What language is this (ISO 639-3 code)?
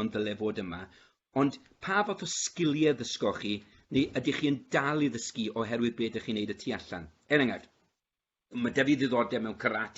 cym